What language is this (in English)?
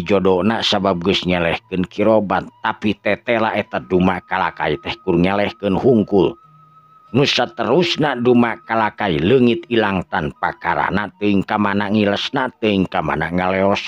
Sundanese